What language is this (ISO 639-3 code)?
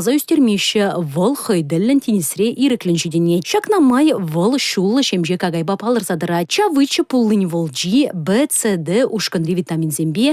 chv